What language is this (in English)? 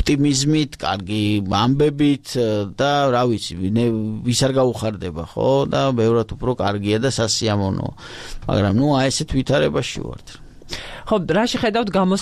Georgian